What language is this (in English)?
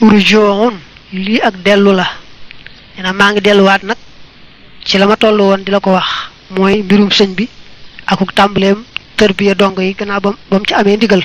Wolof